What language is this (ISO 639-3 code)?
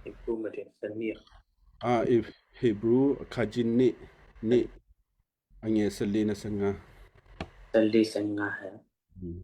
kyu